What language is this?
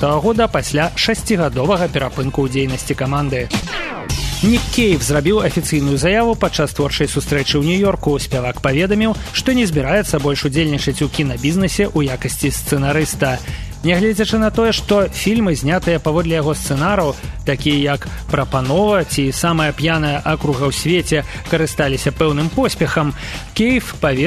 Belarusian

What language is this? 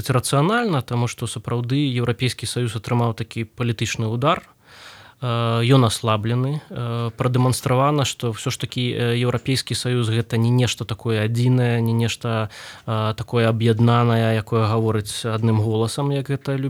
Belarusian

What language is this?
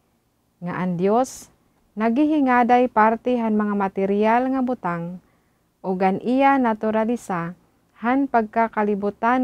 Waray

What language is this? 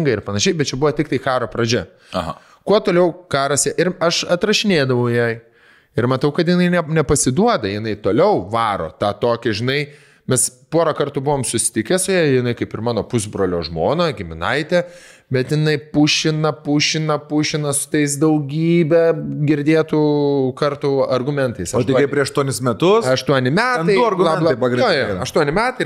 Lithuanian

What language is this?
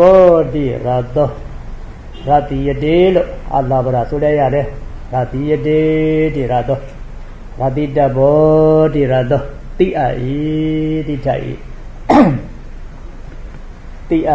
Burmese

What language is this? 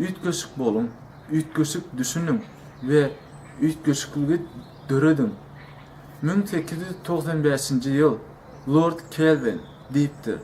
Turkmen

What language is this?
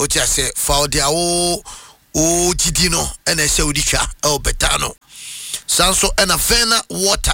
Akan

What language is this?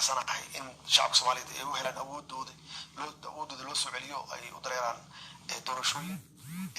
Somali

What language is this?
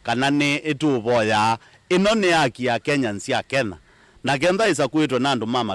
Kamba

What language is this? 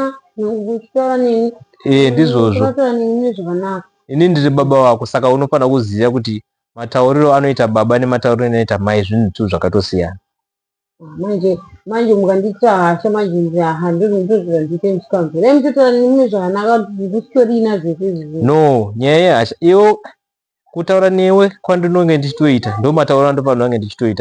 Shona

